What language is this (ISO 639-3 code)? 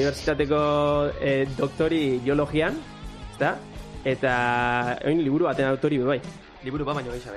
eus